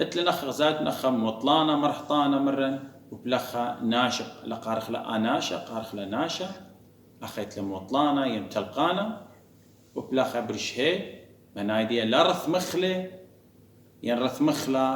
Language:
Assyrian Neo-Aramaic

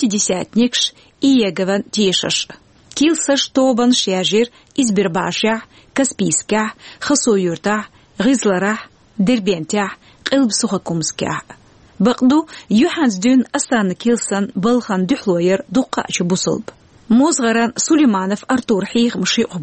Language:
Chechen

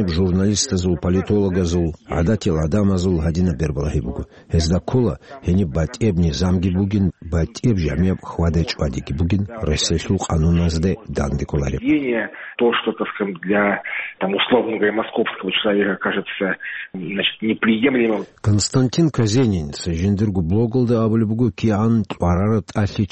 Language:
Avaric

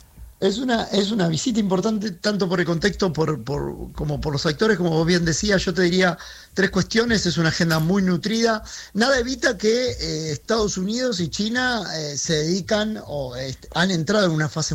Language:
Spanish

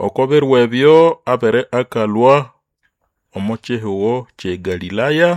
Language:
Nande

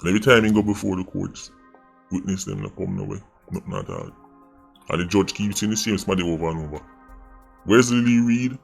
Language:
Jamaican Creole English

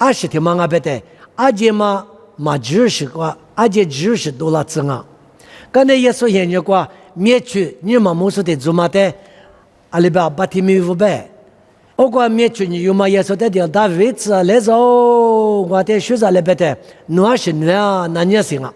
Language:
Lisu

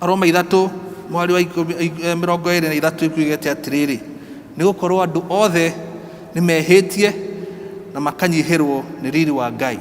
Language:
Kikuyu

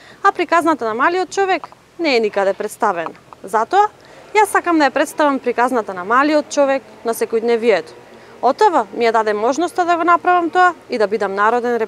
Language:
Macedonian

